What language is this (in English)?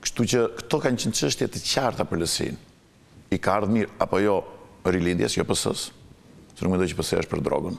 Albanian